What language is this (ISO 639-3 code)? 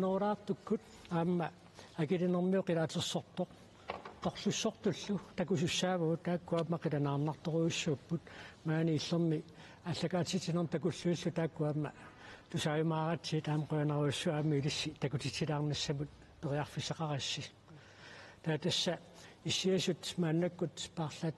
kal